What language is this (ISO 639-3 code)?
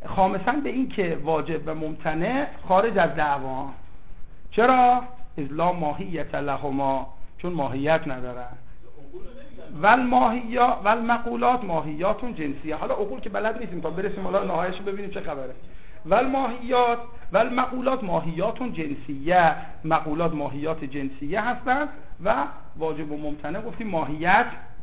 fas